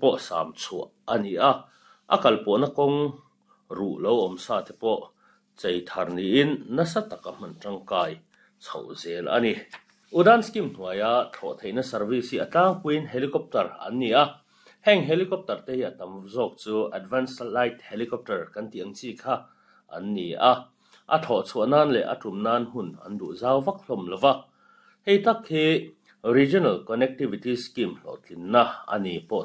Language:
Mizo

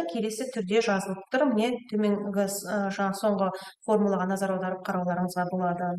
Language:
Kazakh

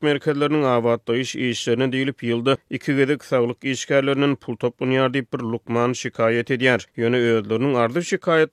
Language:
Turkmen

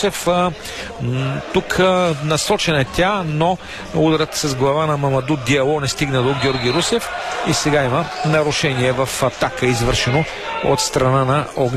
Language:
Bulgarian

